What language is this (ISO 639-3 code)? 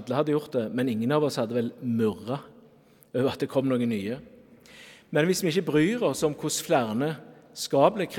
nor